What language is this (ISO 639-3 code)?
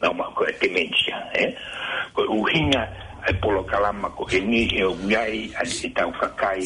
ton